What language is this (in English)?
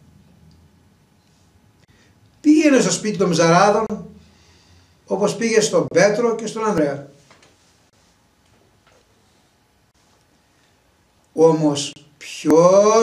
Greek